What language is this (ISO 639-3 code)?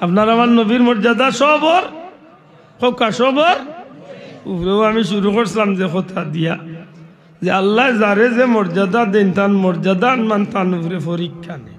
syl